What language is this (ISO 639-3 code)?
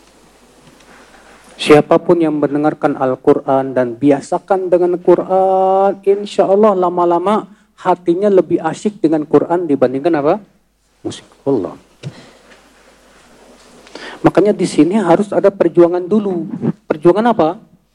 ind